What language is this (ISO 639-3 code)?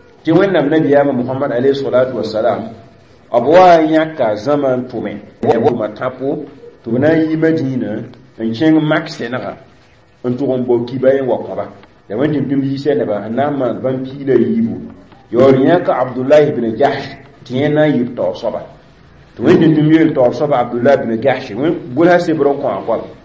mos